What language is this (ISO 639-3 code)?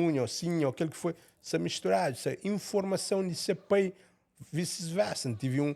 kea